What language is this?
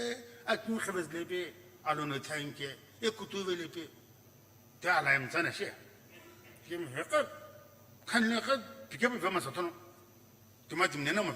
Sumi Naga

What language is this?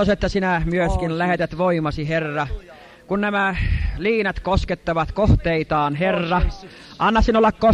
Finnish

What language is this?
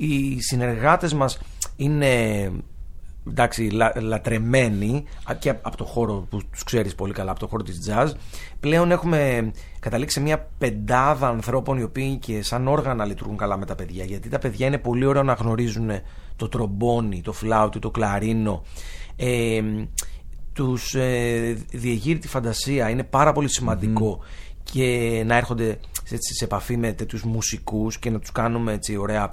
Greek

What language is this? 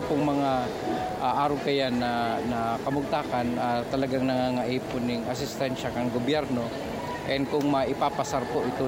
Bikol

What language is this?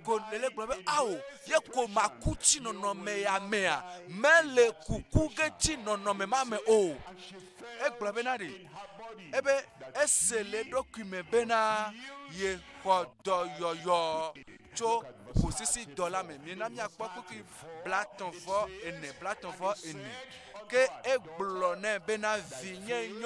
Ewe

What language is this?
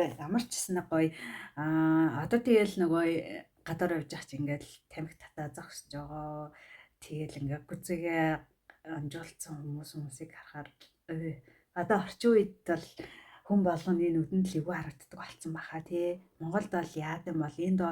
Mongolian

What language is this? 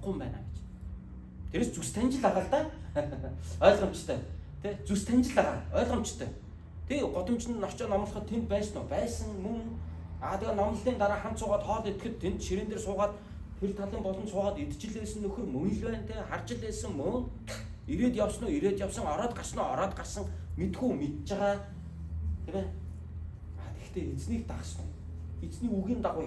Mongolian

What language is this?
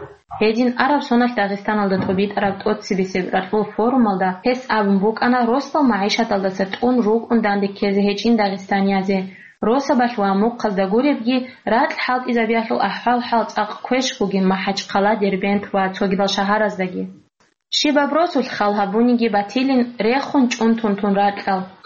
Avaric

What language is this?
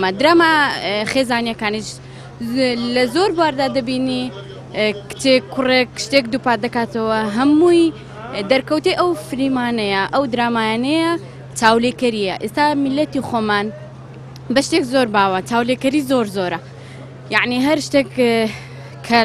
Central Kurdish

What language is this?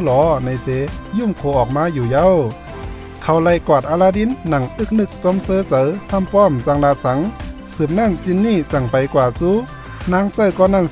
Shan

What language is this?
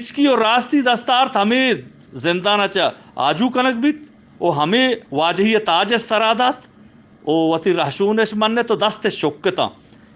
Eastern Balochi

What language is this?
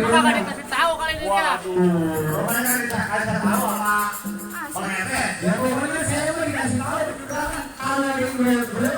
Betawi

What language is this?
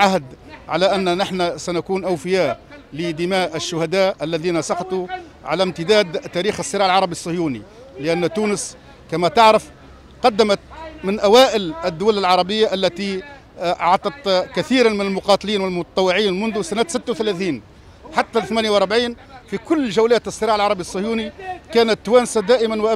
Tunisian Arabic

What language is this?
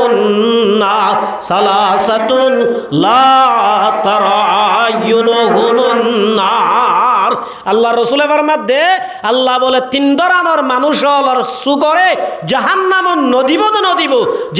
Rohingya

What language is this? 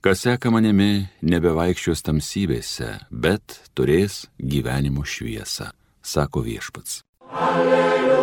Lithuanian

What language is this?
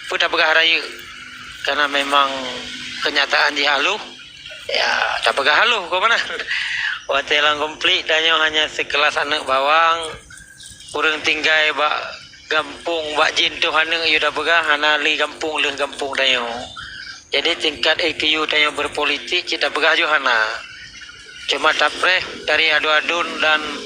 Achinese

